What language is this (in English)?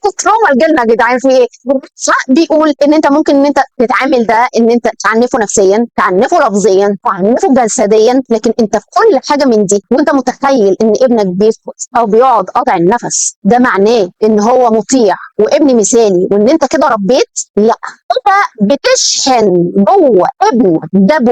Egyptian Arabic